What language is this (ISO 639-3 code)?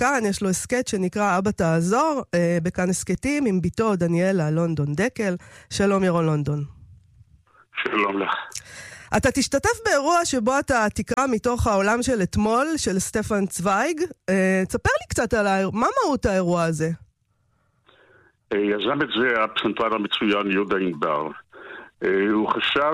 heb